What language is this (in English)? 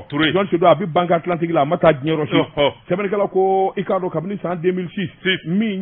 Bambara